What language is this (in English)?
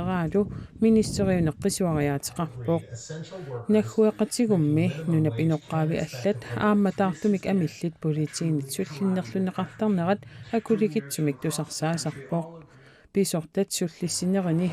Kalaallisut